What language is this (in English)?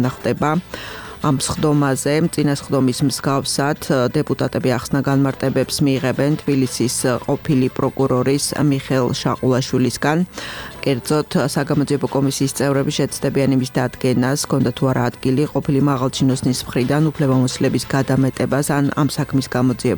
Georgian